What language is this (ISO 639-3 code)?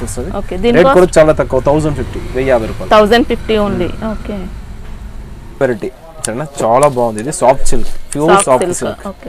tel